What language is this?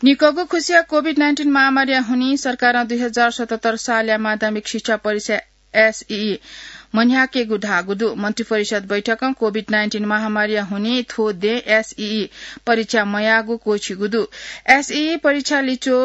Newari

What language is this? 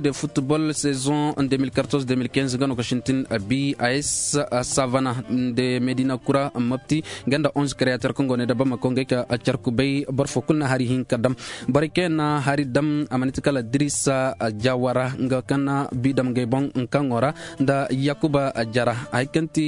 Koyraboro Senni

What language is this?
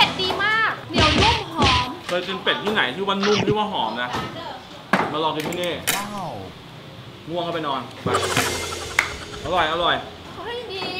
Thai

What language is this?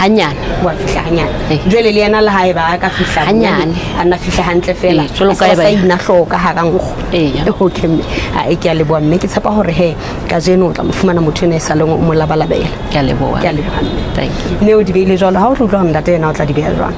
Southern Sotho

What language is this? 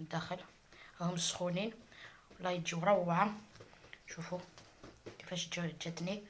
Algerian Arabic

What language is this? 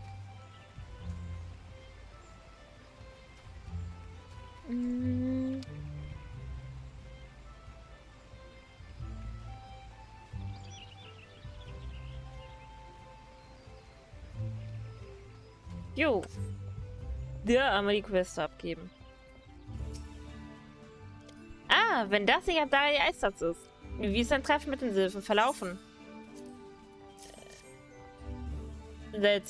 German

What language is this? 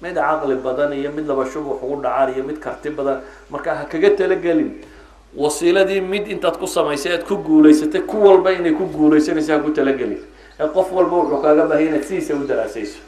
Somali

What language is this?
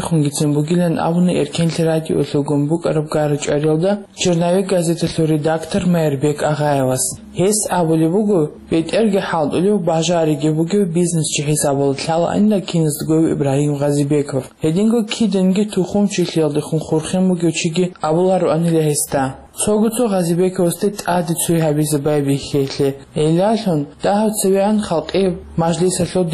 Avaric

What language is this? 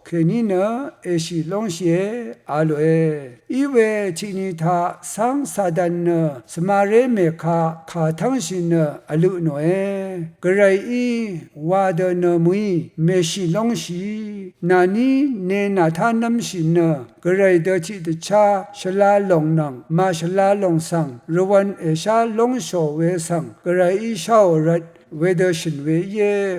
Rawang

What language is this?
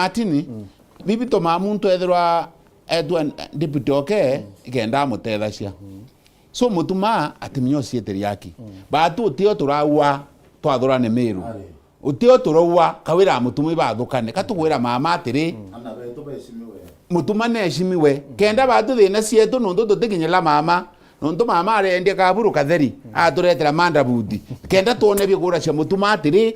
Meru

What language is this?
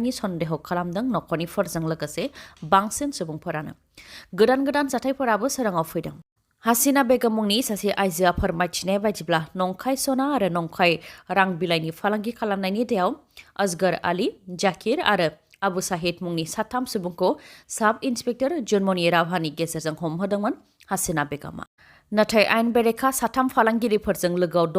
Bodo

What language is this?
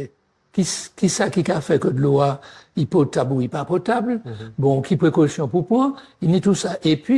Guadeloupean Creole French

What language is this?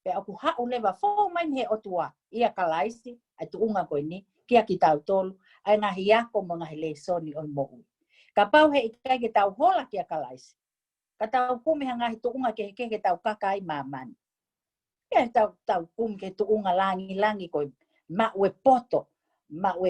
Tongan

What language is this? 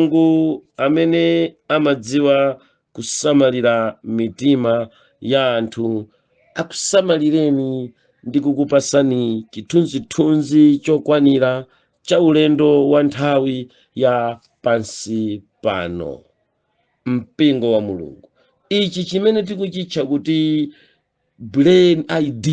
Nyanja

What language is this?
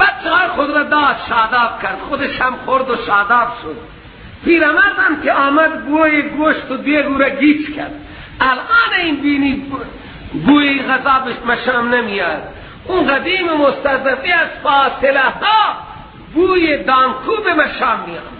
Persian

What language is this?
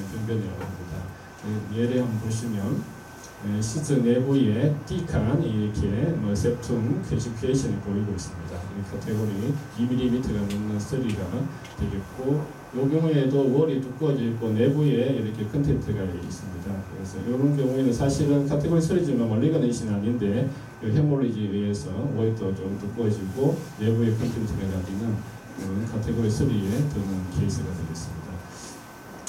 Korean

